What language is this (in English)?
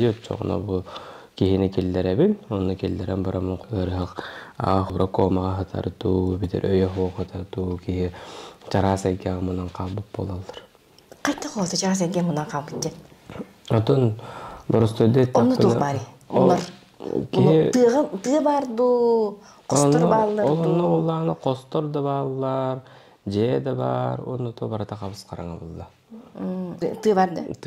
Yakut